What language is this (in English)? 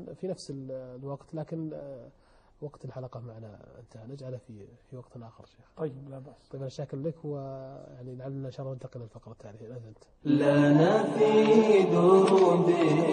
Arabic